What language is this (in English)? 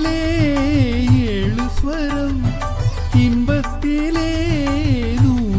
Tamil